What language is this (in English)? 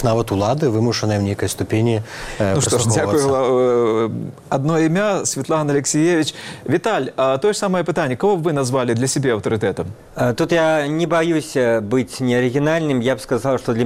Belarusian